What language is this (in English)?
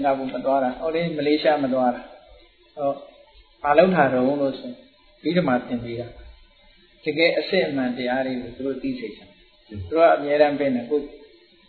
Burmese